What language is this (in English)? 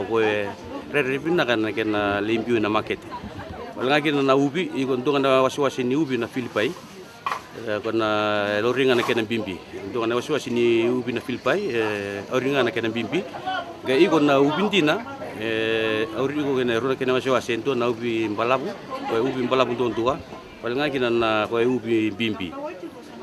Fijian